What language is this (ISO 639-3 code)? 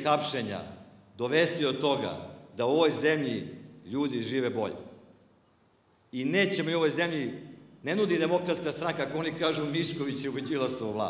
srp